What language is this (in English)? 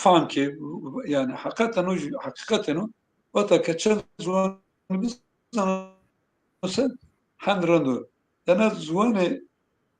Zaza